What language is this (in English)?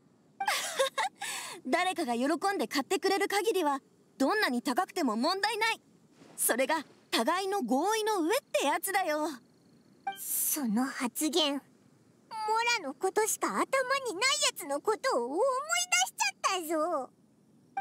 Japanese